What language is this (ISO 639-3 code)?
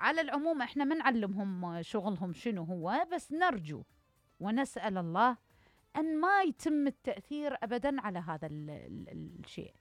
acm